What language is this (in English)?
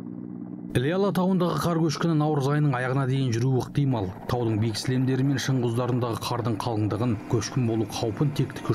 Kazakh